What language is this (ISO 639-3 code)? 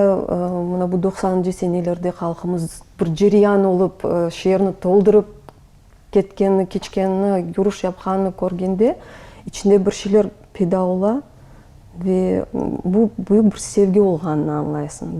crh